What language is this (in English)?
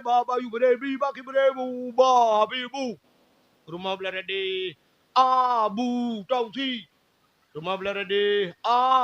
Achinese